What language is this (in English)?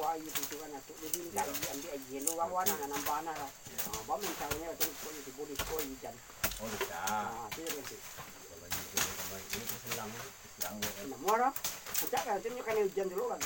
Minangkabau